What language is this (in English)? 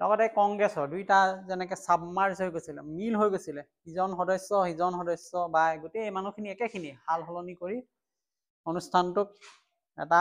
Assamese